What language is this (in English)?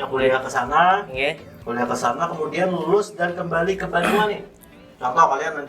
Banjar